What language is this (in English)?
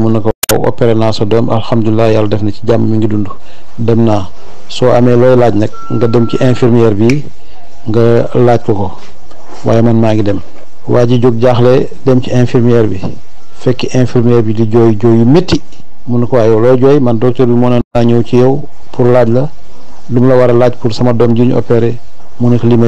Wolof